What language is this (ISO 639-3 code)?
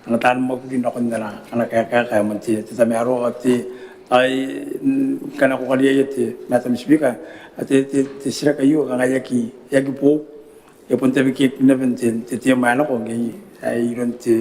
gil